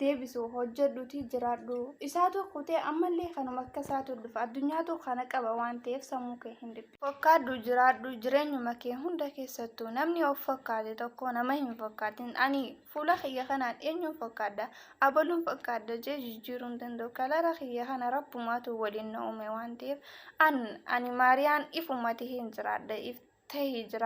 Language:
Oromo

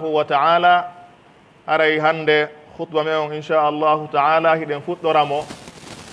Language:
Pular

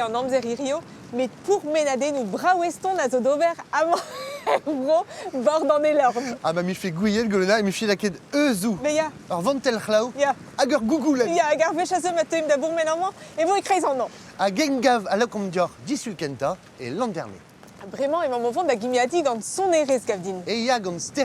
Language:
Breton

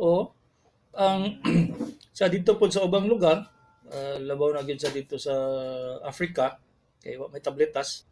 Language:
Cebuano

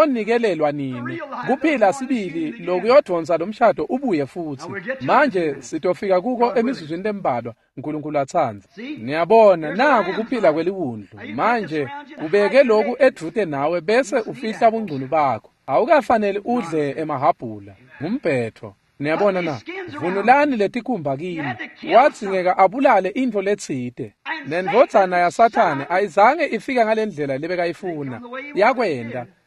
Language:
Swati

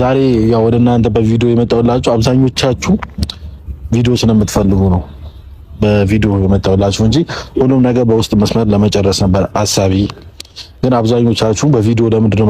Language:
Amharic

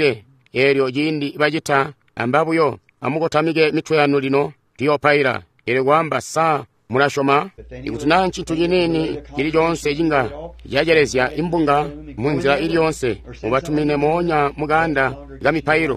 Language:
Tonga (Zambia)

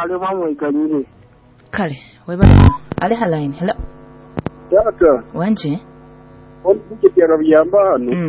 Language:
Nyoro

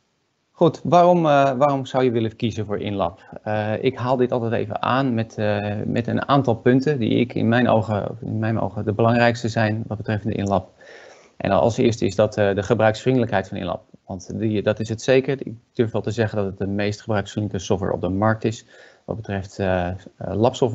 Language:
Dutch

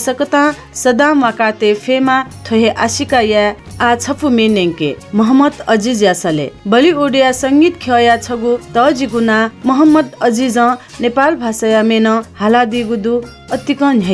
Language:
Newari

